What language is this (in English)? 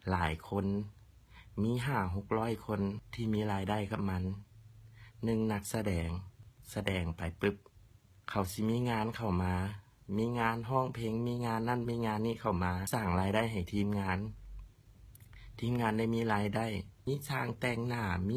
Lao